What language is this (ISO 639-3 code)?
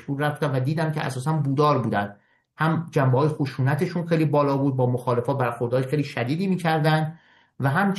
fas